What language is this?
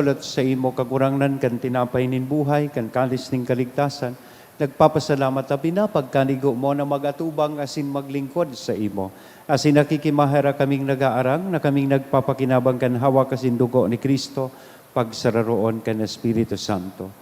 Bikol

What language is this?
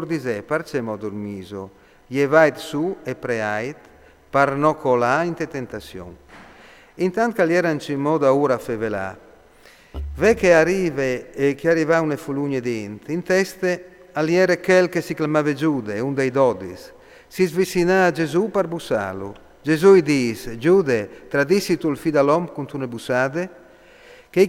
Friulian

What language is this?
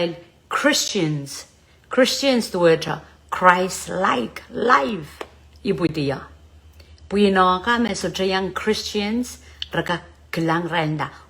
Pohnpeian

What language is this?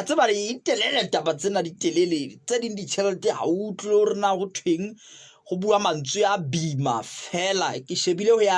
Southern Sotho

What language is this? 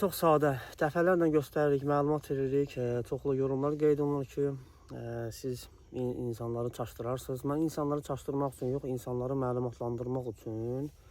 Azerbaijani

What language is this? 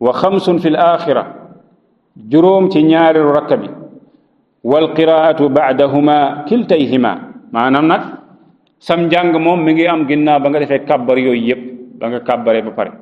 Wolof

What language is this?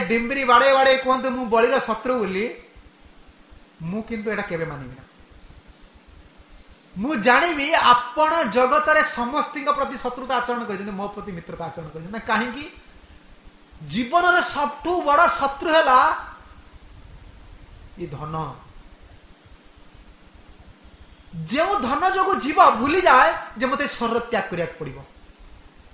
Odia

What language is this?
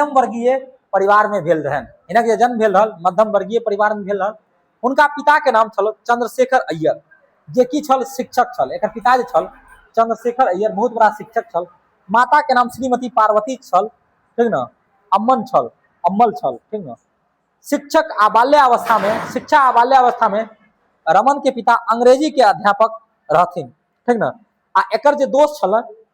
Maithili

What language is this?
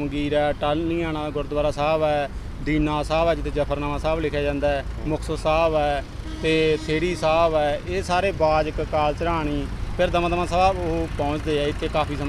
Punjabi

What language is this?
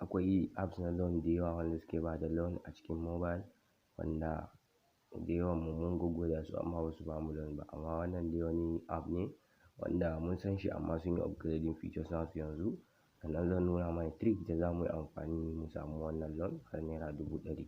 Hausa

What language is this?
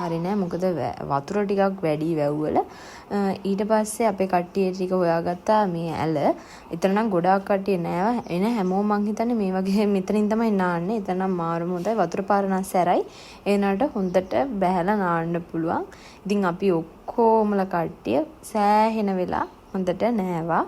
Sinhala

